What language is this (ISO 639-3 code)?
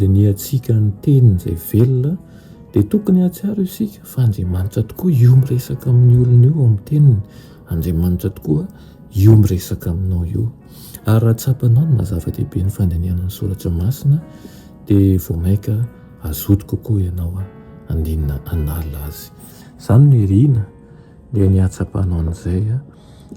mlg